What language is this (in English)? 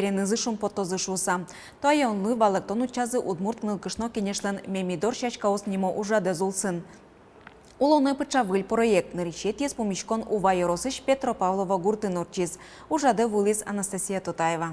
Udmurt